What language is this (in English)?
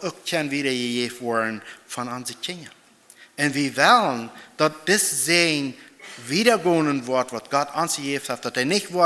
Plautdietsch